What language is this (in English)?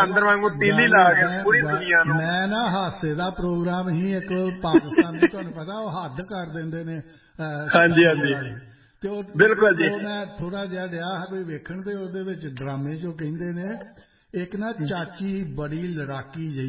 Punjabi